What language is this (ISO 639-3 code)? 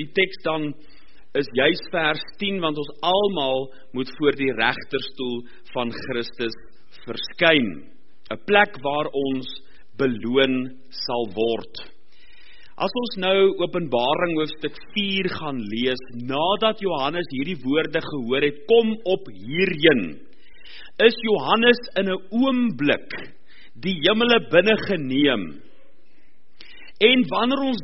afr